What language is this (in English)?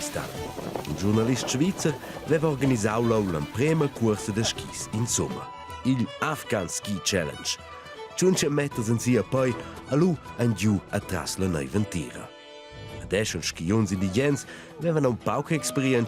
Romansh